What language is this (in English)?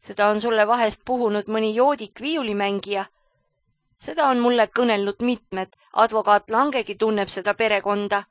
Estonian